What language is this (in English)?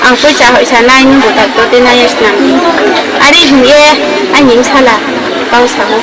Riang (India)